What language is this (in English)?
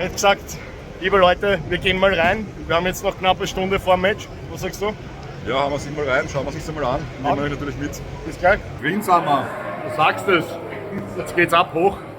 Bavarian